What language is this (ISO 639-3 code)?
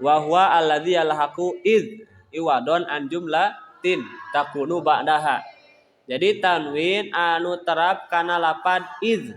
sun